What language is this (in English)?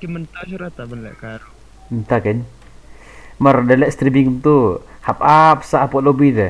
Khasi